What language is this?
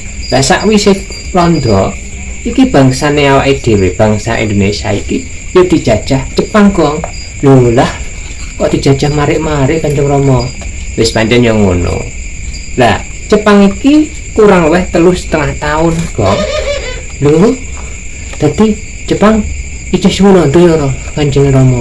Javanese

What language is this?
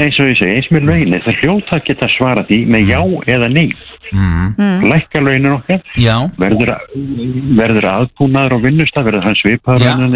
Icelandic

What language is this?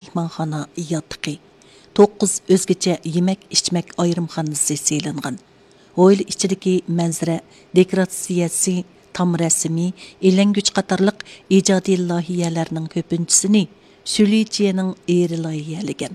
Uyghur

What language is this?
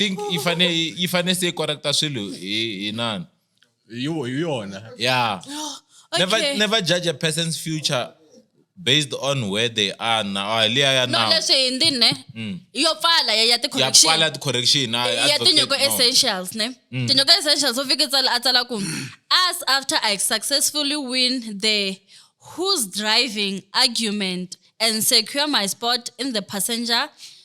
Tsonga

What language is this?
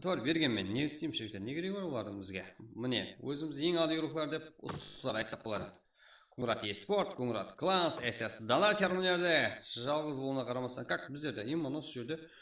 Kara-Kalpak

